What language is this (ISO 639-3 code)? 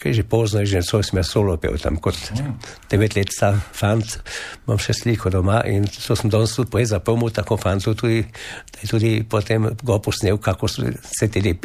slv